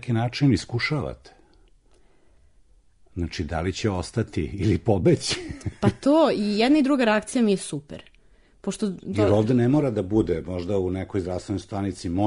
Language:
Serbian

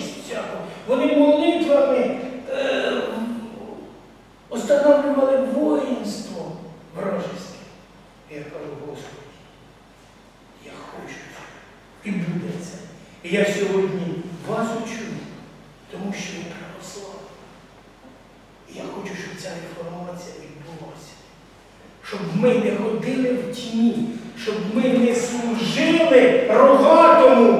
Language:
Ukrainian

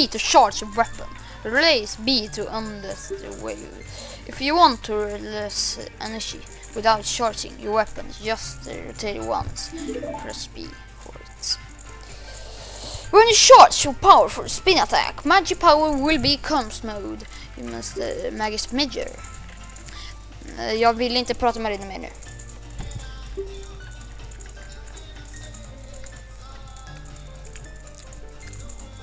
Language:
Swedish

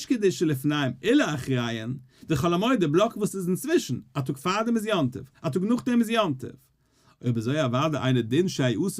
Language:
Yiddish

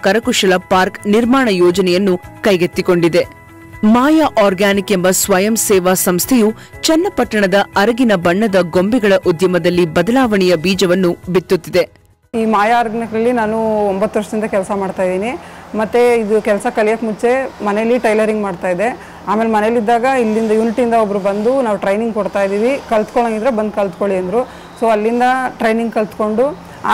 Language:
Kannada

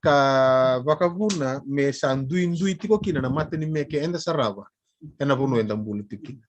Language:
Fijian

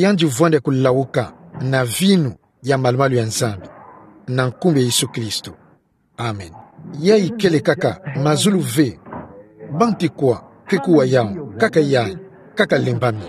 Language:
Kituba (Democratic Republic of Congo)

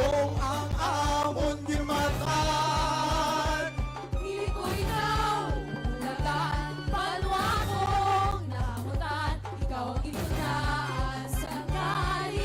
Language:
Hiligaynon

